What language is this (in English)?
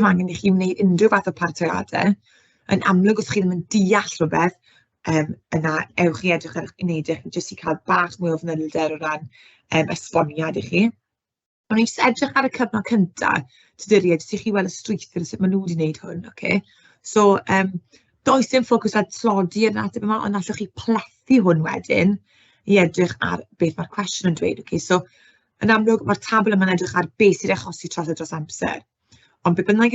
Welsh